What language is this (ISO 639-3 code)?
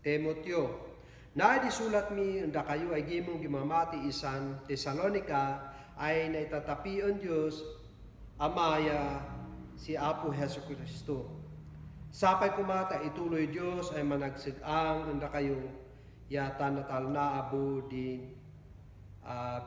kne